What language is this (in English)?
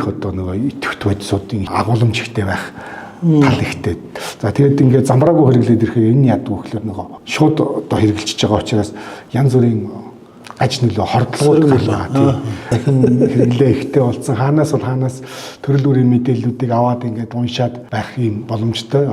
Mongolian